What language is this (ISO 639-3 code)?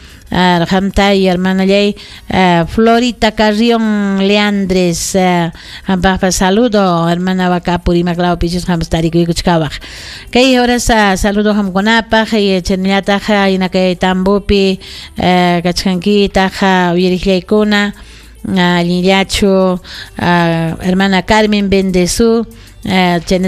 quy